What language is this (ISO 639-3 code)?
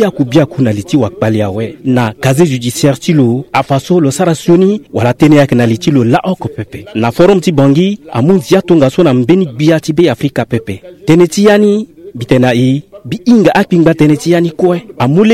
sag